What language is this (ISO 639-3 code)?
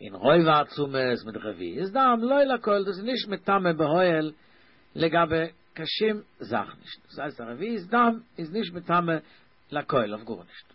yid